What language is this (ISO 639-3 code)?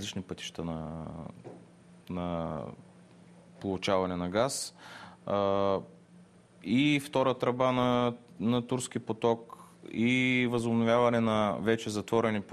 bul